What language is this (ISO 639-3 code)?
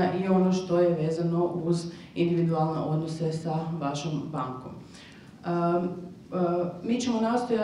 hrv